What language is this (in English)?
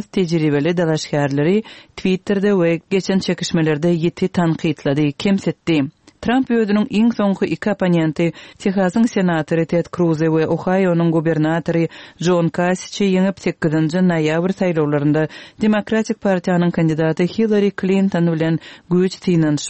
Turkmen